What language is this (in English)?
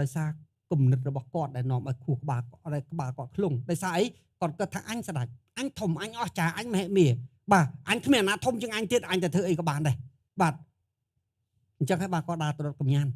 Khmer